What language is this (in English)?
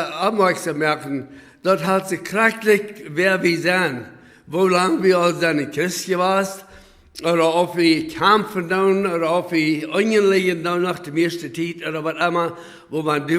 Plautdietsch